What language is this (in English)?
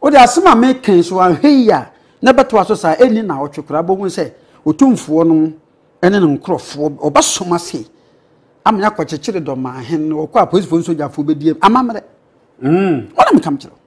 Akan